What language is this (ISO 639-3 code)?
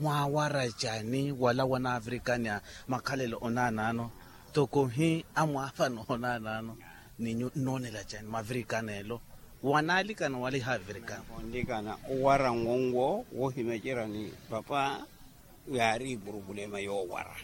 vmw